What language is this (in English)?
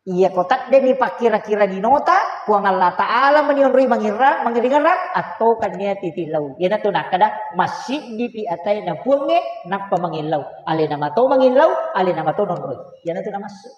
Buginese